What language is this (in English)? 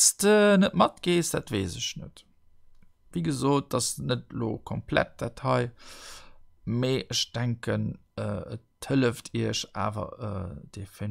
Luxembourgish